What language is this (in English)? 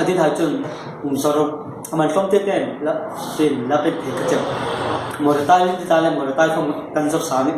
Hmar